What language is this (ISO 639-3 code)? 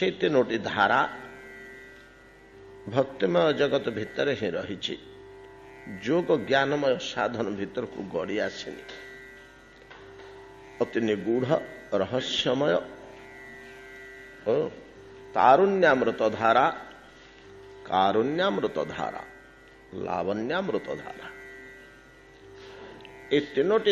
ori